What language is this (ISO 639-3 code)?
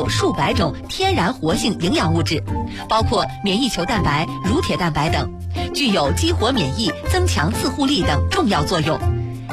zho